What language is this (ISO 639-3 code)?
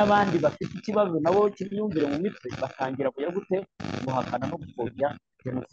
kin